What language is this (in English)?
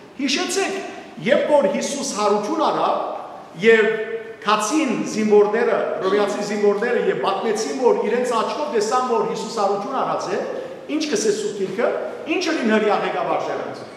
Western Armenian